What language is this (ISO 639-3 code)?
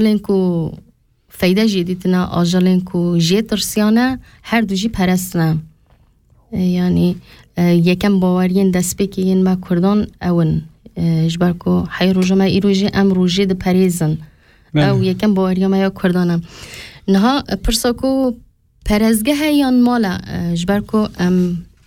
kur